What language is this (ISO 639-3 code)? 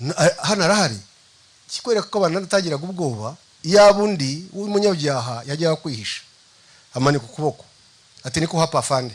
kin